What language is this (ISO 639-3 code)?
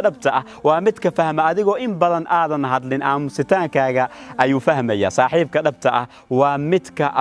som